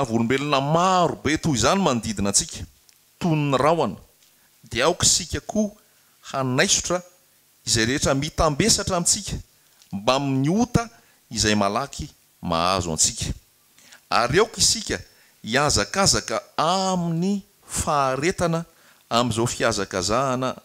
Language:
Malagasy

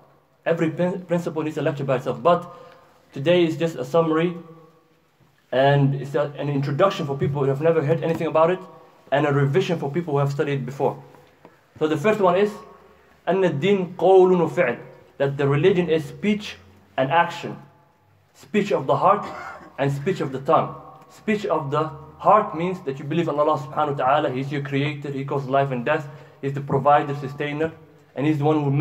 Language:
English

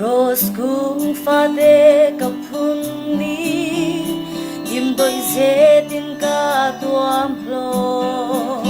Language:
Falam Chin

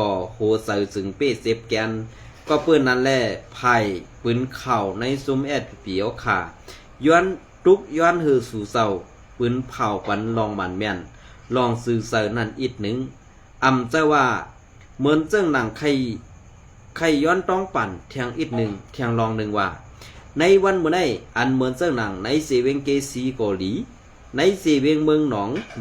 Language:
Shan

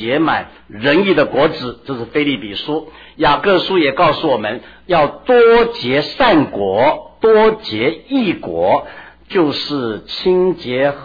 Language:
Chinese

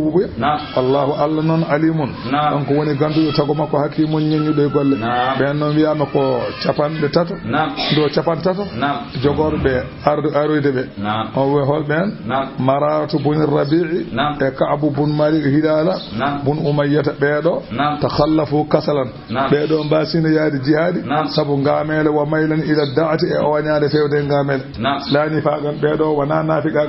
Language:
Fula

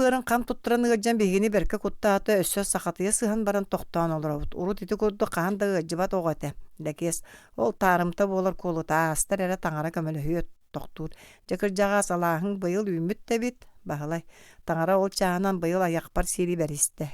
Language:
Yakut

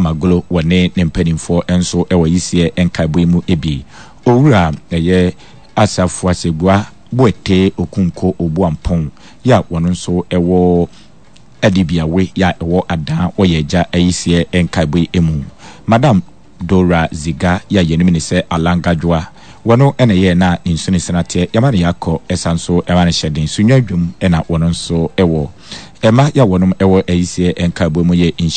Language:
Akan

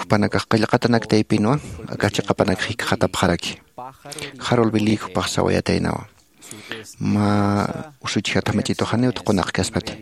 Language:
Aymara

